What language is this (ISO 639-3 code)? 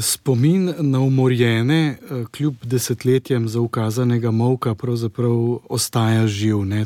slv